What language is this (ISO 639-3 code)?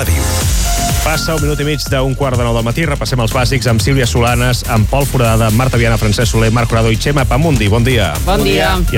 cat